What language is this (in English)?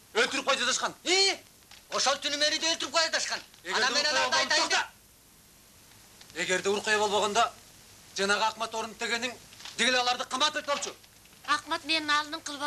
Kyrgyz